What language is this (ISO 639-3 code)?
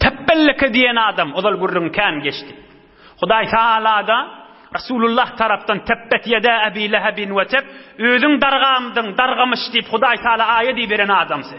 tuk